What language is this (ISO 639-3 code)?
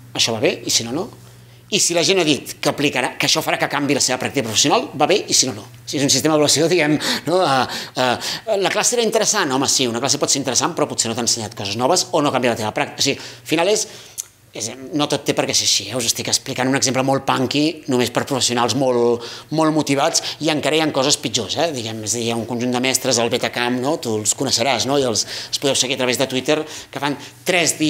cat